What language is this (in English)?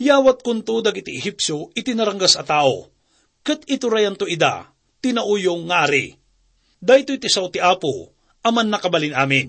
Iloko